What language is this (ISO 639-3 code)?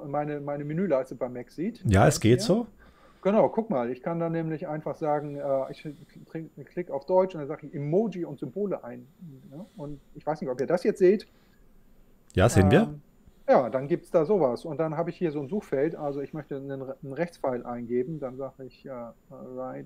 deu